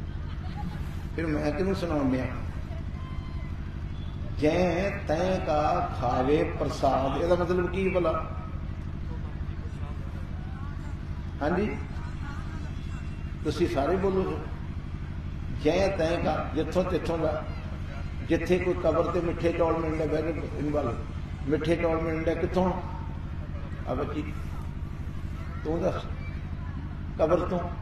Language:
Punjabi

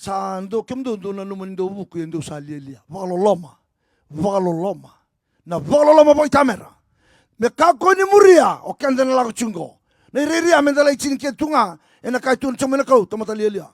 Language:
Fijian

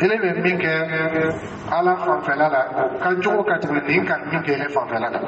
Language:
Dyula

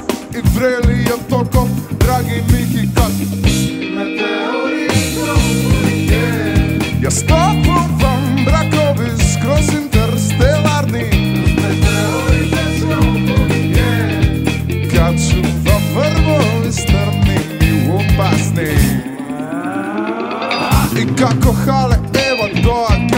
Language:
Macedonian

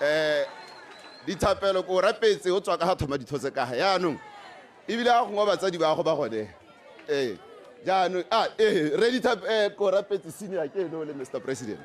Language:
Tswana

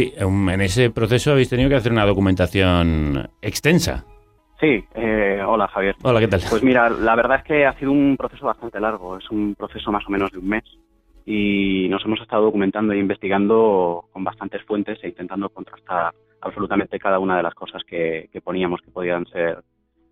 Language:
Spanish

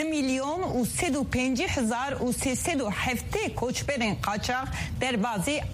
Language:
Kurdish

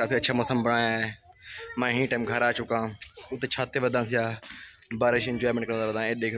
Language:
Saraiki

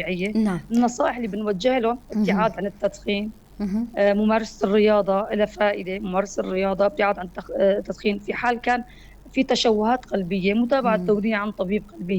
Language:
North Levantine Arabic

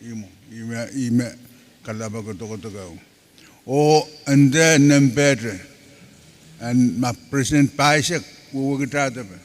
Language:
Pohnpeian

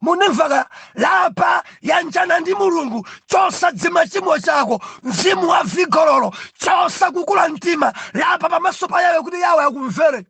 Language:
Nyanja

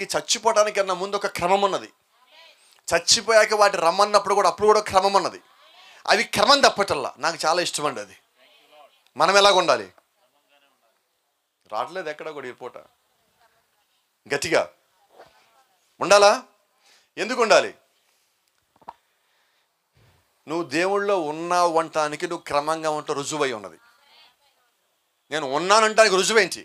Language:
Telugu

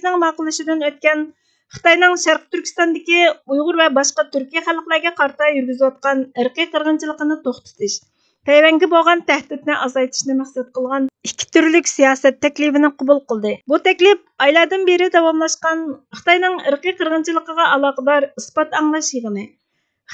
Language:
Uyghur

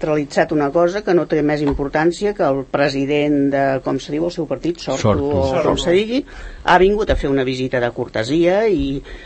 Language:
Catalan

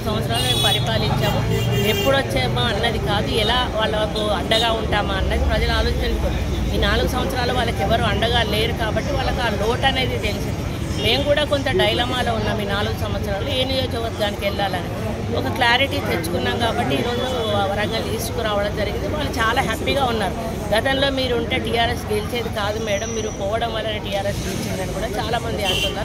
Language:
Telugu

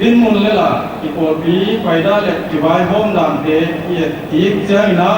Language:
Paite Chin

